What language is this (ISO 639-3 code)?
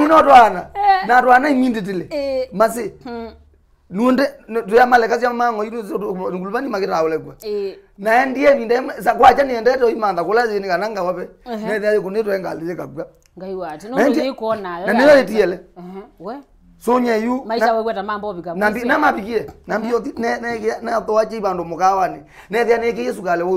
kam